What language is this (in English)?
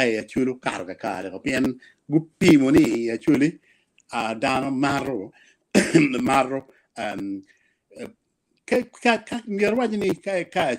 Acoli